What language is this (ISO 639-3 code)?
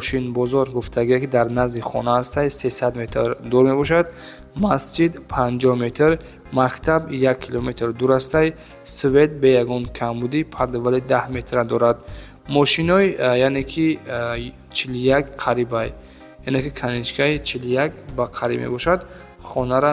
tgk